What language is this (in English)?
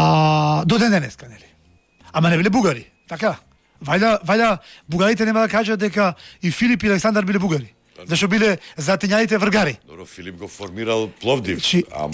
Macedonian